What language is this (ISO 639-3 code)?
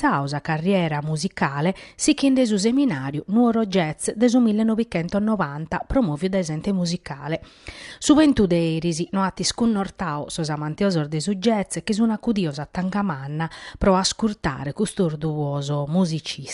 srd